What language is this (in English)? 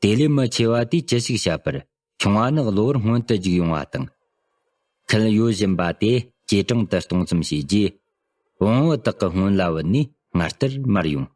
Tibetan